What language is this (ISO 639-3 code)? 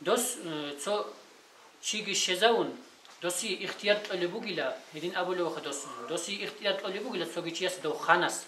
ava